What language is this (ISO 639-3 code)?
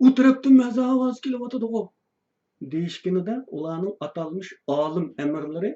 uig